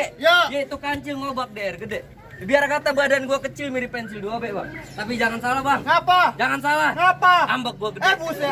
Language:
Betawi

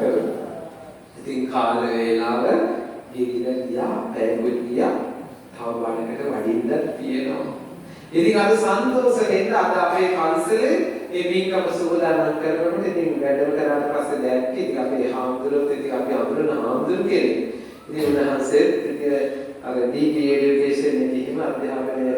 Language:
Sinhala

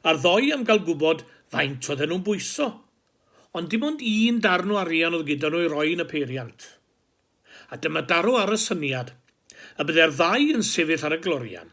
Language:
Welsh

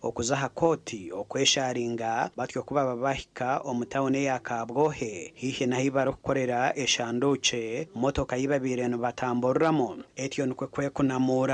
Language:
Nyankole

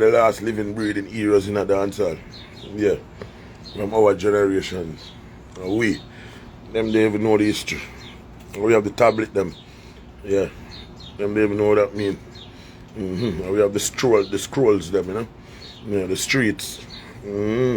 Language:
Jamaican Creole English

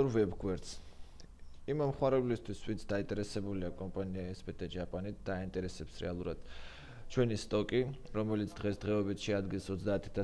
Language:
Georgian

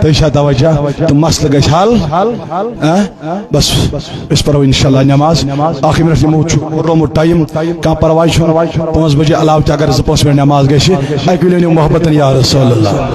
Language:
Kashmiri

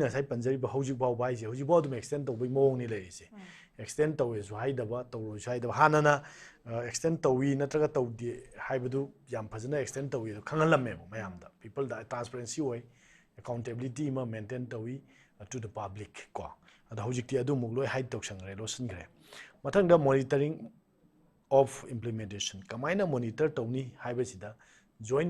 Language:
Manipuri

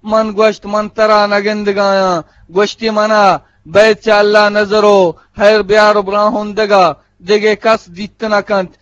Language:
Eastern Balochi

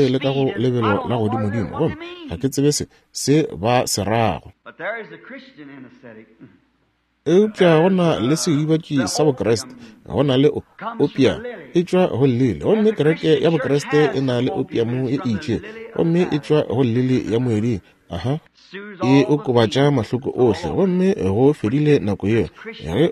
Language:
Northern Sotho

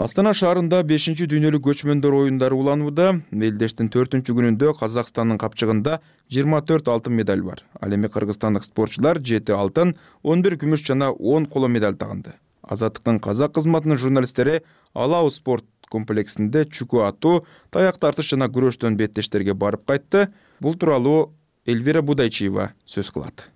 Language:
Kyrgyz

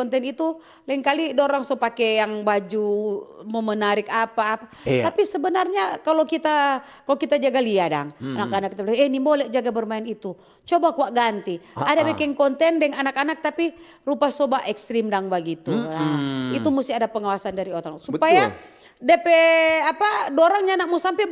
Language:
Manado Malay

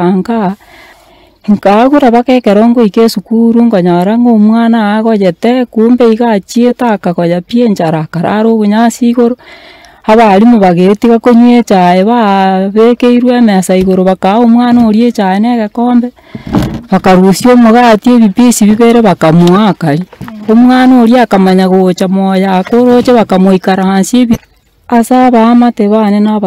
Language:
Gusii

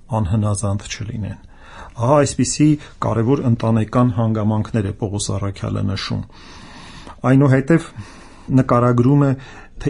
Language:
Armenian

